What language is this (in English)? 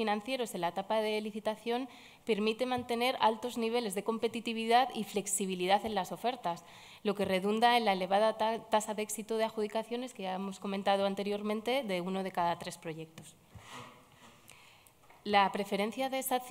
Spanish